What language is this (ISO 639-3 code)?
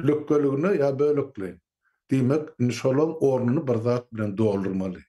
tuk